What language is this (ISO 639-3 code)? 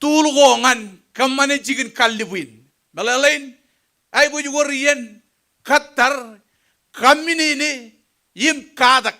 mah